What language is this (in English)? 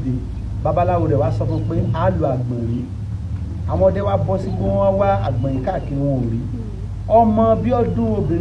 Yoruba